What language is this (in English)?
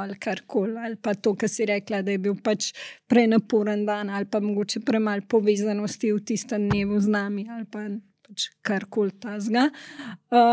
Slovenian